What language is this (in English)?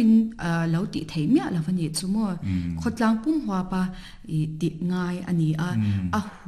Mizo